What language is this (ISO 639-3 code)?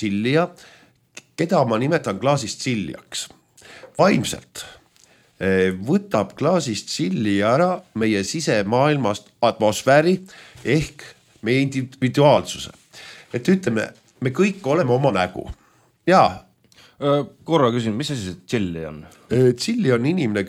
est